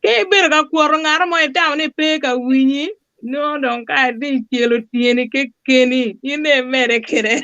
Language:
Acoli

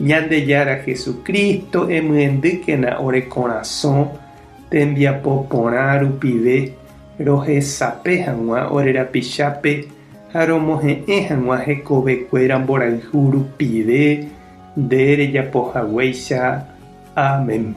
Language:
Guarani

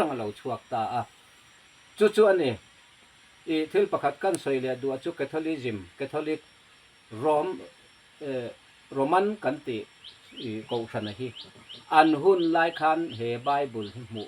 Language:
Mizo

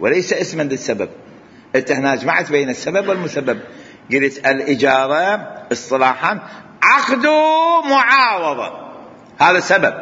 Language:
Mesopotamian Arabic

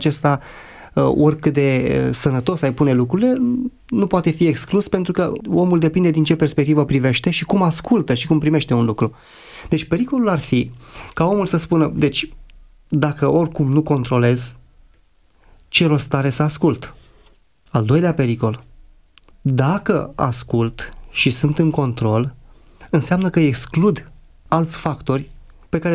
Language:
Romanian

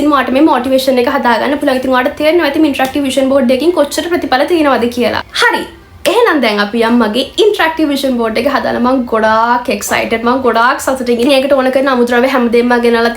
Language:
Sinhala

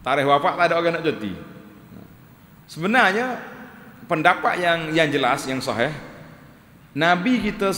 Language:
Malay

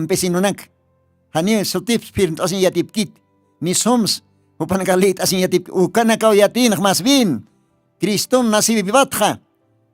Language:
Aymara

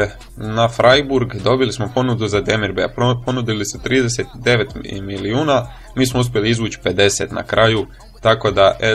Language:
Croatian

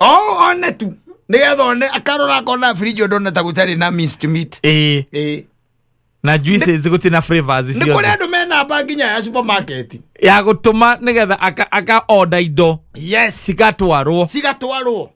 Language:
Kikuyu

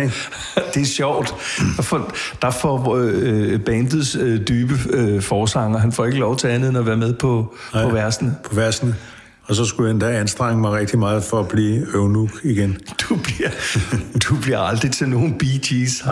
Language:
Danish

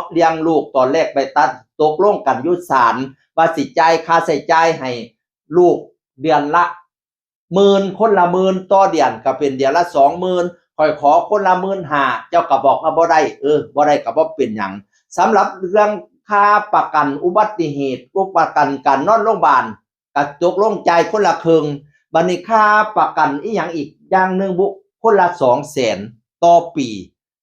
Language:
Northeastern Thai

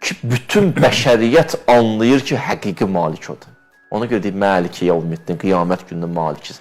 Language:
Azerbaijani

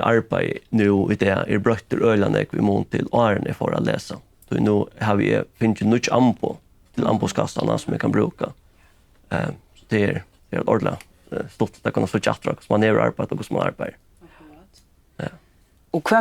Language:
Faroese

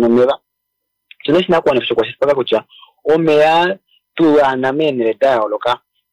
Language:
Kuanyama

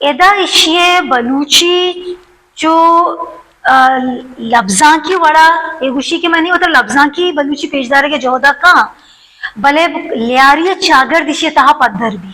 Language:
Baluchi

